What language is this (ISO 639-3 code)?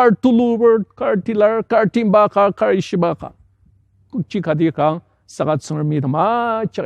njo